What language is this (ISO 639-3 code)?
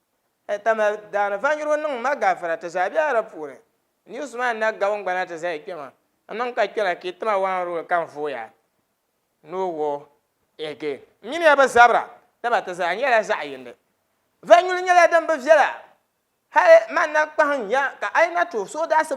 dag